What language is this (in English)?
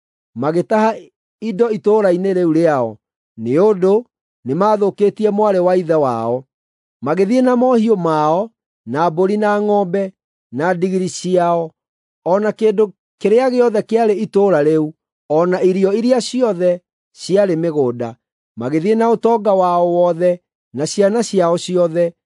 Kikuyu